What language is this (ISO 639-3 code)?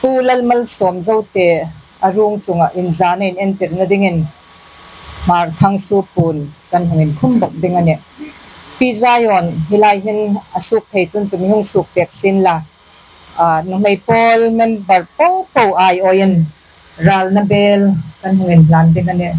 hmr